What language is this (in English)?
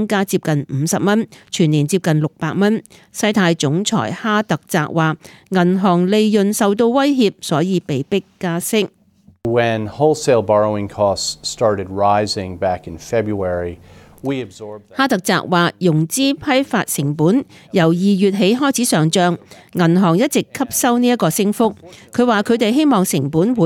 Cantonese